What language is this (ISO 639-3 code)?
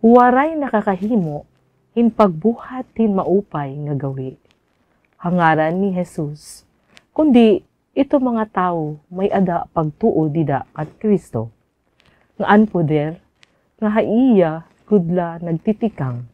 war